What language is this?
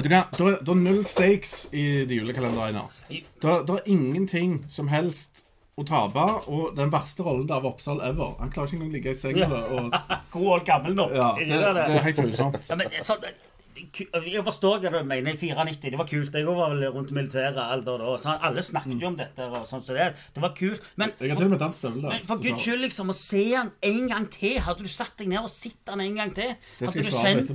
Norwegian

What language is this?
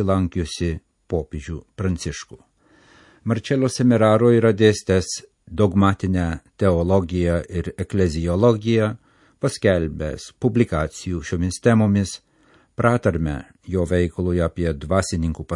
Lithuanian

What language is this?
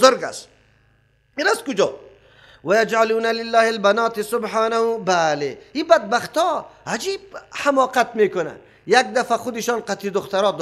Persian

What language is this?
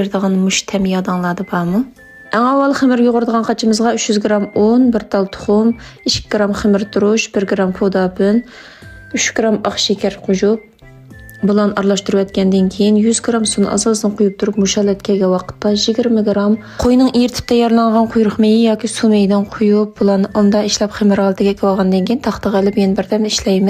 Uyghur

